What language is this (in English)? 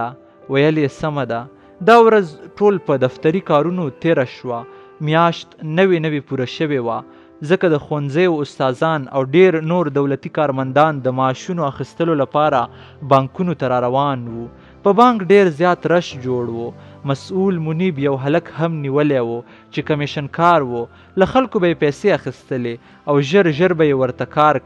Pashto